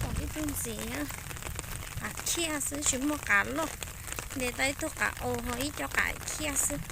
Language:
Hmong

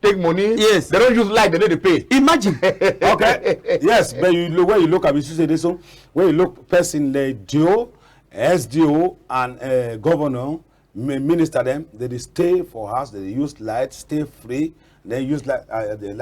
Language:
Cameroon Pidgin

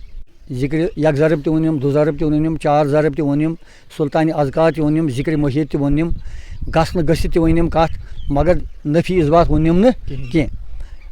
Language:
Kashmiri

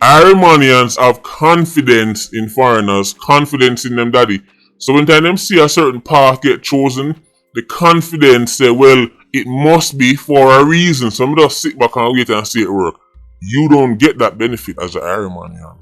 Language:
Jamaican Creole English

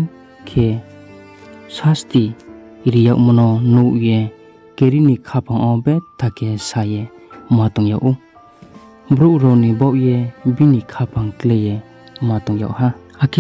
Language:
Riang (India)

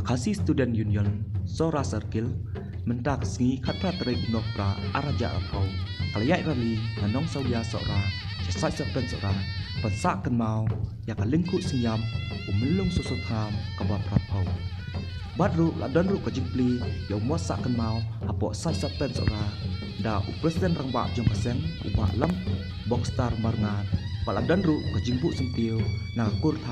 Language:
Khasi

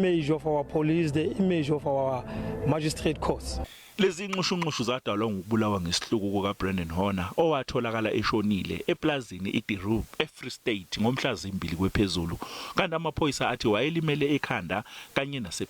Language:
Zulu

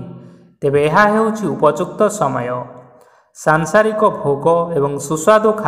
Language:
Odia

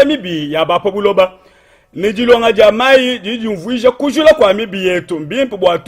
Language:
Luba-Lulua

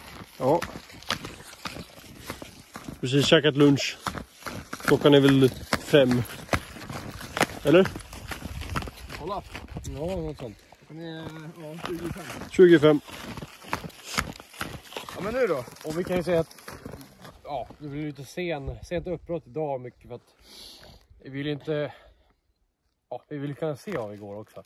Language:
Swedish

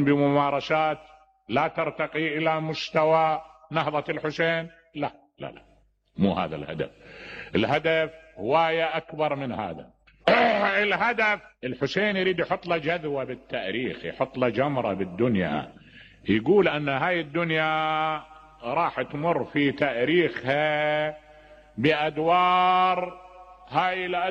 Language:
Mesopotamian Arabic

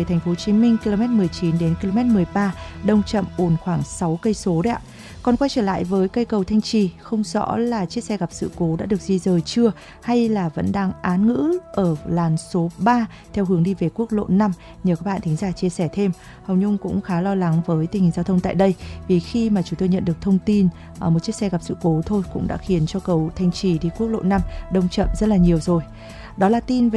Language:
Vietnamese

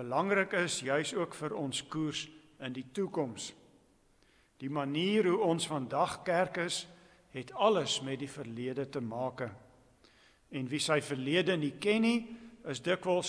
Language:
Afrikaans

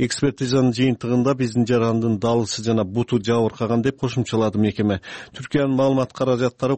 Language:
Kyrgyz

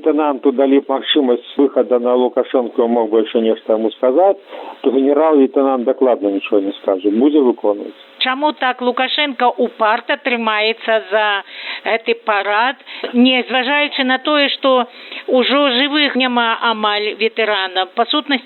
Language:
Belarusian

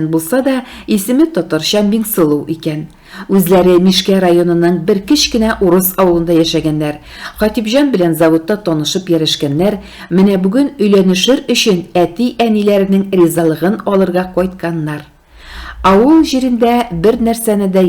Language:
Tatar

